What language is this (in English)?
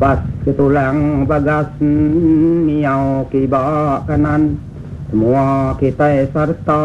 Iban